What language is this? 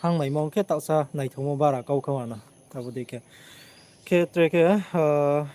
Riang (India)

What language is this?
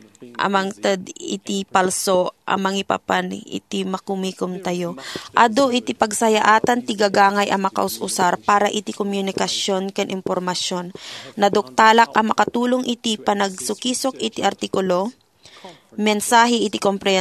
Iloko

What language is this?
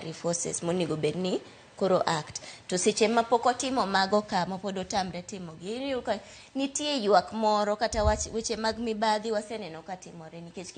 Luo (Kenya and Tanzania)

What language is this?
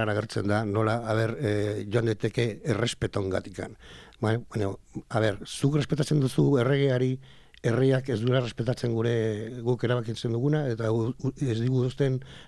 Basque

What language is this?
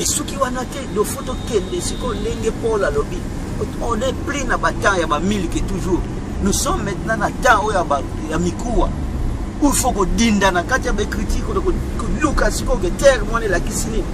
Lingala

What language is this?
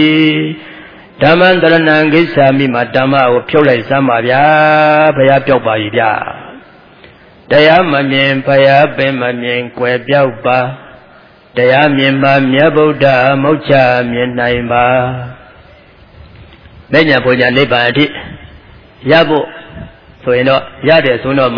Burmese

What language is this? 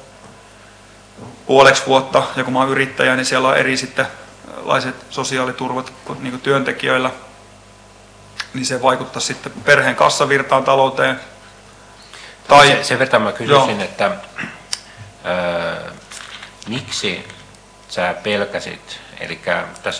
Finnish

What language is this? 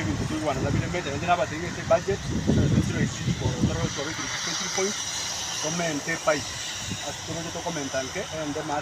Gusii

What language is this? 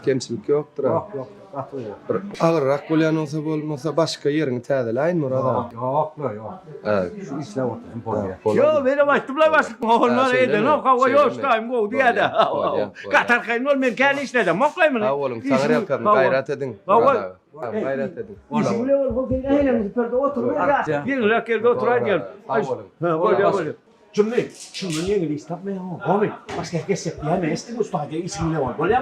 Turkmen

